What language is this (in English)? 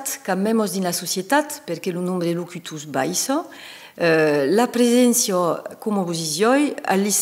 Occitan